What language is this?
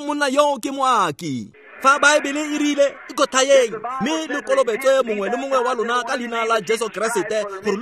Tswana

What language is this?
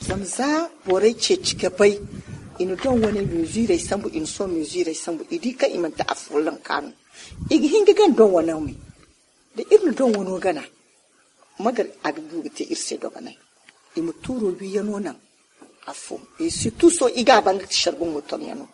Zarma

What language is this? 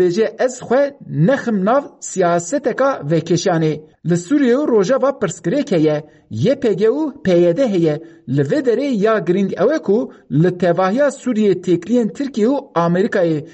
Kurdish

